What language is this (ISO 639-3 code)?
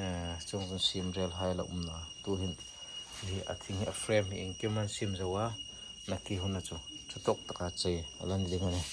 hmr